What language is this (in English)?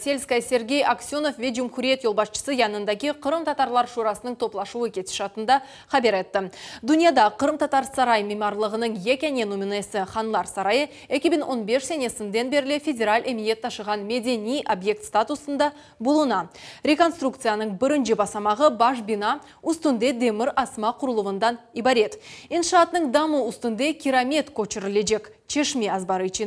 Crimean Tatar